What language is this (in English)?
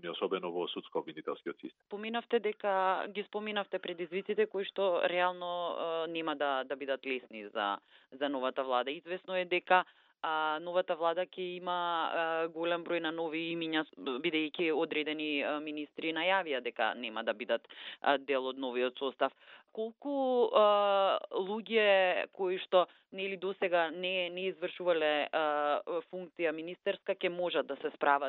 Macedonian